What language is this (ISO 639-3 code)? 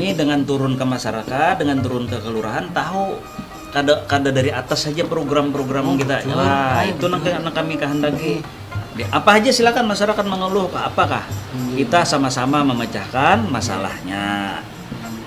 bjn